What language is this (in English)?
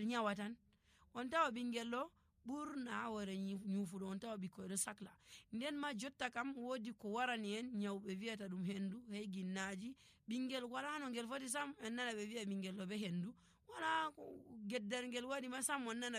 Nigerian Fulfulde